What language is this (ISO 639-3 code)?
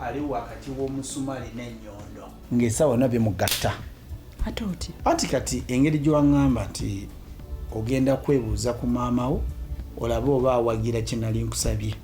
lug